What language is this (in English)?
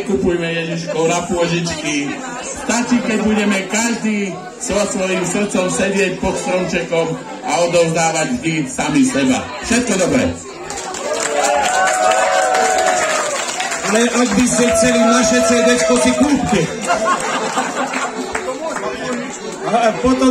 Slovak